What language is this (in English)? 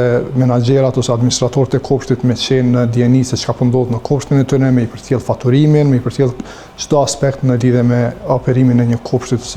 Albanian